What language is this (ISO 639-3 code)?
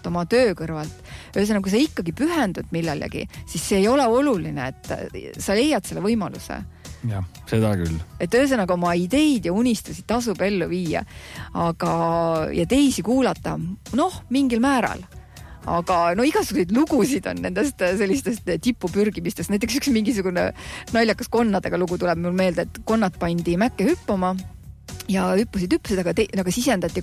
est